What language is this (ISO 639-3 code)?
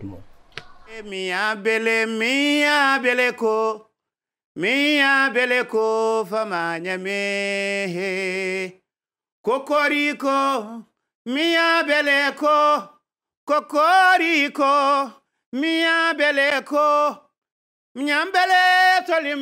ful